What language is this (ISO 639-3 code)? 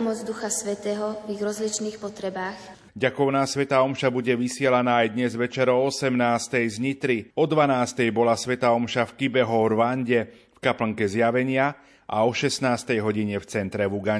slk